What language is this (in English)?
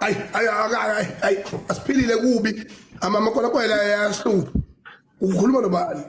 Zulu